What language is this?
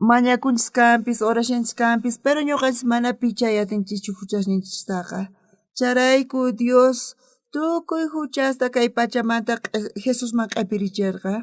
South Bolivian Quechua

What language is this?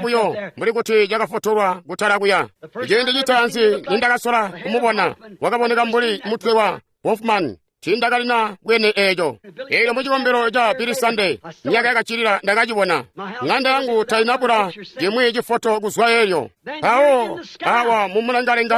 Tonga (Zambia)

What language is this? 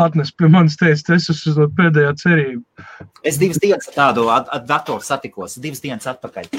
Latvian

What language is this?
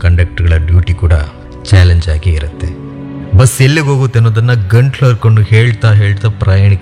Kannada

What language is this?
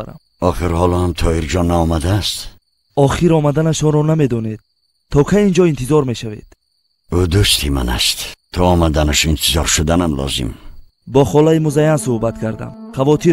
Tajik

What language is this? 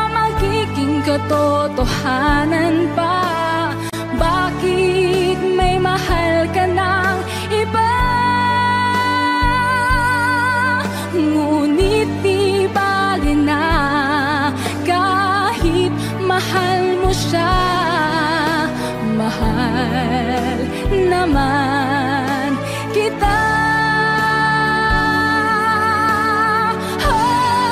Filipino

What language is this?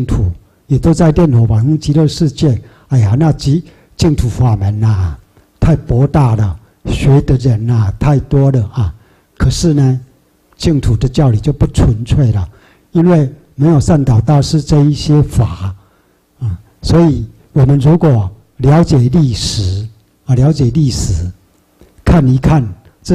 Chinese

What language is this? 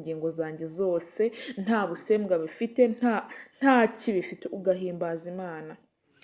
Kinyarwanda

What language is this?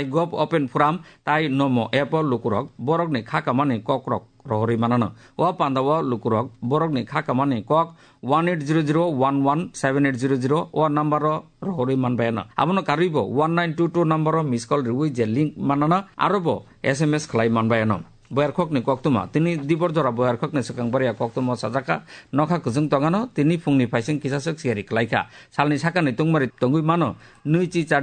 Kok Borok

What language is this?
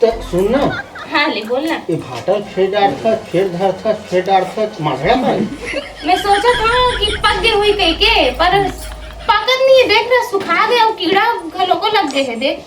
Chhattisgarhi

